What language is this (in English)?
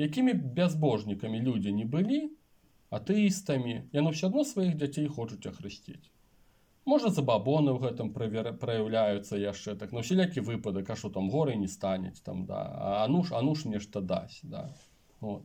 Belarusian